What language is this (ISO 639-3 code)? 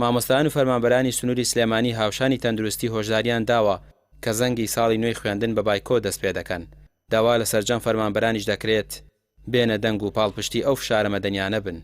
ckb